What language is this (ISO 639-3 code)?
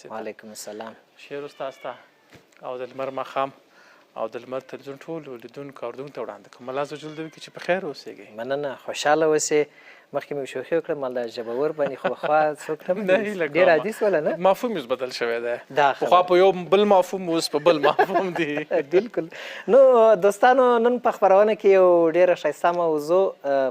pus